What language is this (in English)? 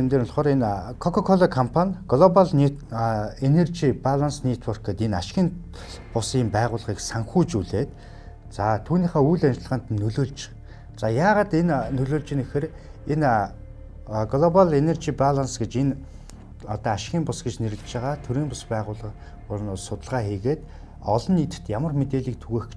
Mongolian